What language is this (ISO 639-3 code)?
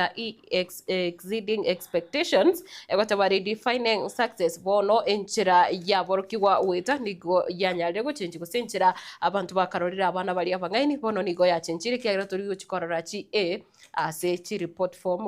guz